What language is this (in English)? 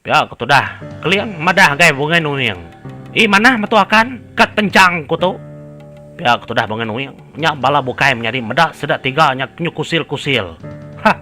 Iban